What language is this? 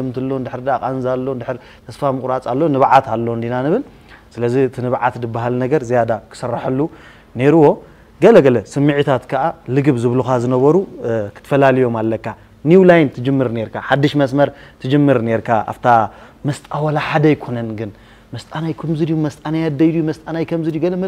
Tigrinya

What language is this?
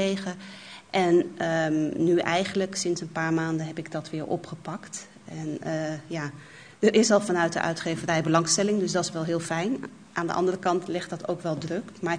Dutch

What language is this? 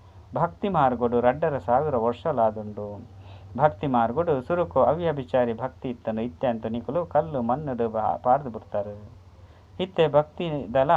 Tulu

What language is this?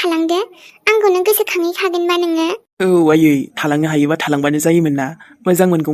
Bodo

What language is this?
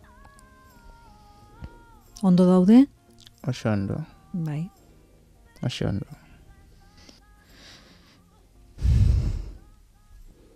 Basque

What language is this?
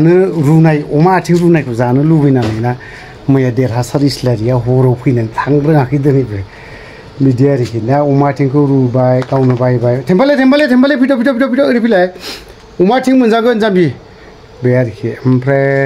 Bodo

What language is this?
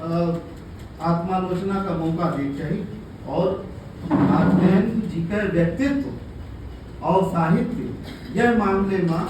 Awadhi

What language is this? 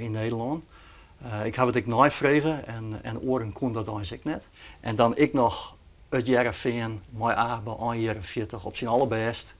Western Frisian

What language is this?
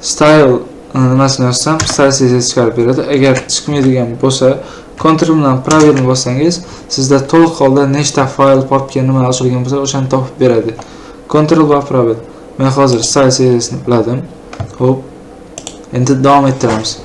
Uzbek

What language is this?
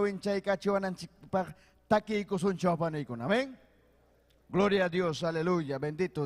Ayacucho Quechua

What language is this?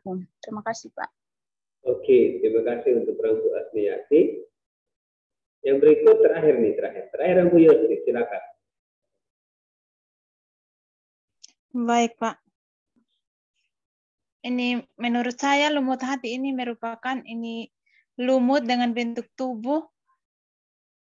Indonesian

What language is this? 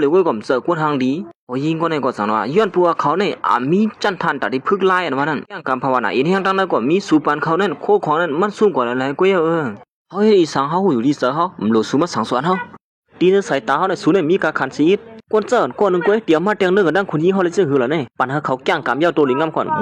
Shan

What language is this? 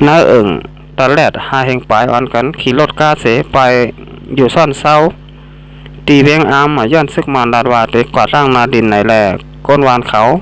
Shan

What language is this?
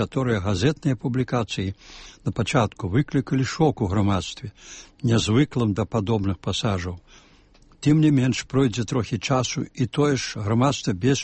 Belarusian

